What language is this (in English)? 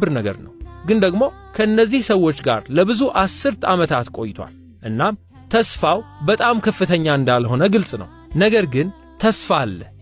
Amharic